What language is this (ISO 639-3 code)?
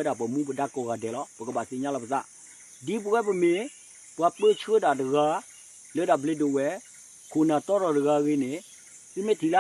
ksw